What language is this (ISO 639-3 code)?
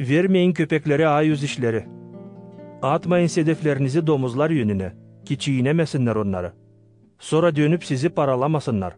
gag